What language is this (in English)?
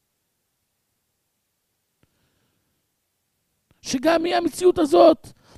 Hebrew